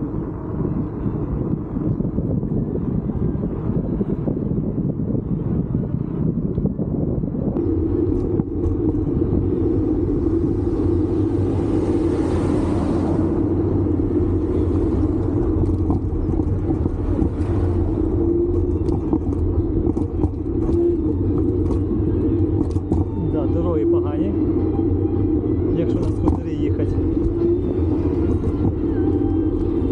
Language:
Ukrainian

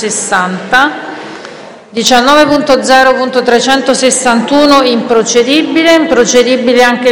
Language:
Italian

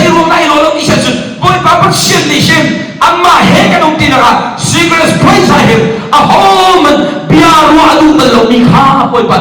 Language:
Hakha Chin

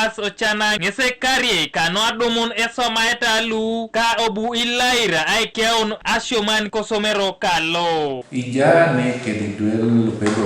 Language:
Teso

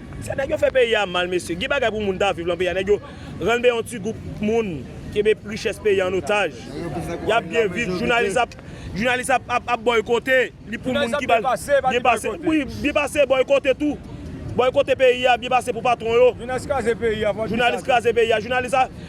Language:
Haitian Creole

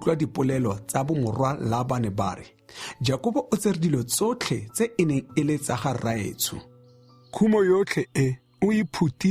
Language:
Tswana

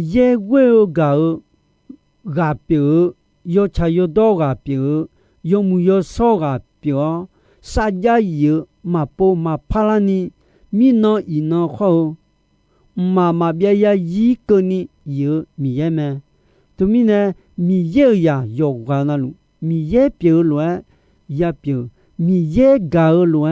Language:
Akha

